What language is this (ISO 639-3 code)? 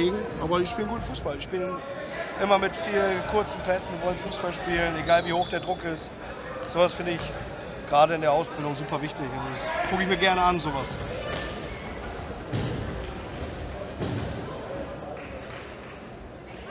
deu